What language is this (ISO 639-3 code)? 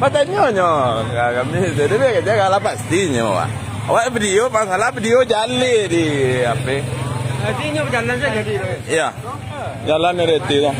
min